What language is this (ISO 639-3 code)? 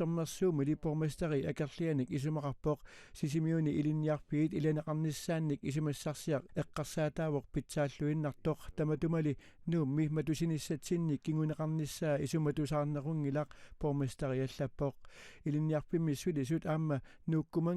kal